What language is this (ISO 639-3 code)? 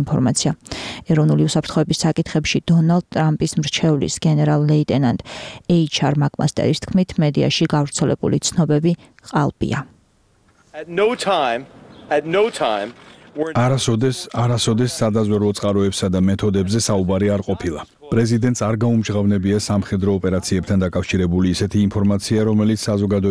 kat